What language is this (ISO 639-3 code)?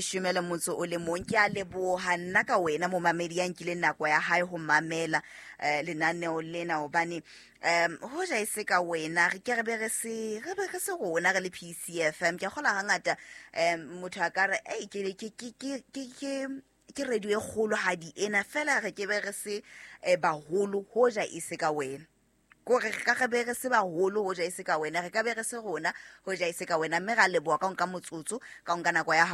sot